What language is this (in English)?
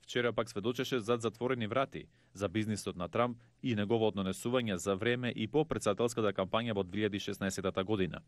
Macedonian